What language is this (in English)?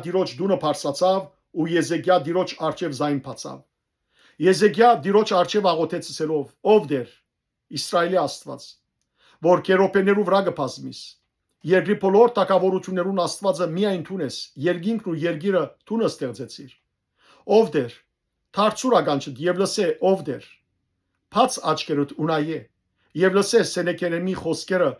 Western Armenian